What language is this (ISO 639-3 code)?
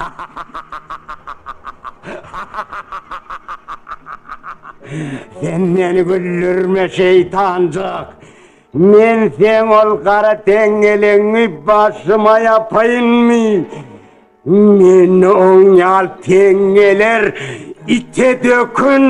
tuk